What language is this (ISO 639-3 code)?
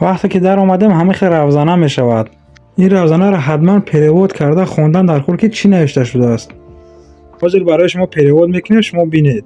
tgk